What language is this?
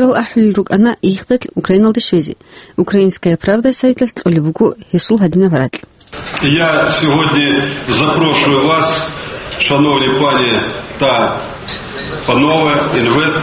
Avaric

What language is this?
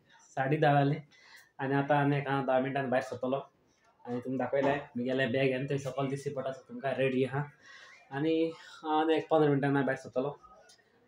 Konkani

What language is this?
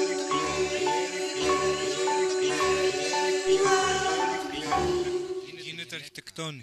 Greek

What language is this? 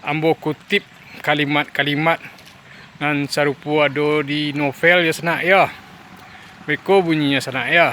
Minangkabau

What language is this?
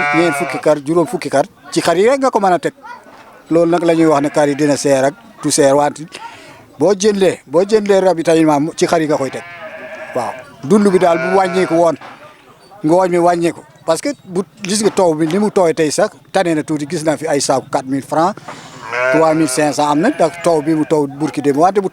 Wolof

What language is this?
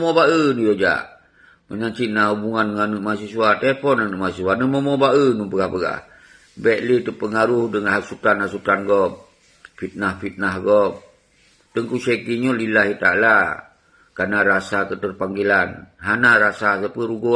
Achinese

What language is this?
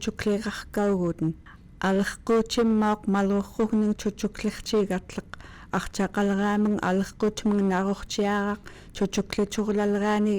Central Yupik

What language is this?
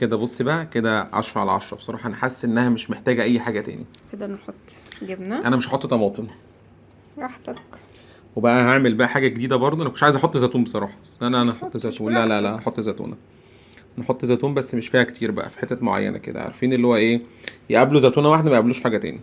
Egyptian Arabic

